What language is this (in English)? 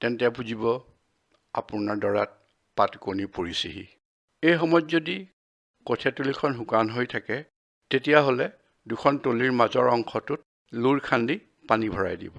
Assamese